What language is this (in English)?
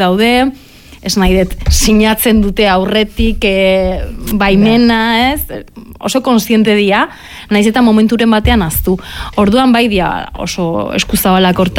Basque